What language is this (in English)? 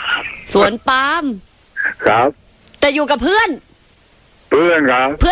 Thai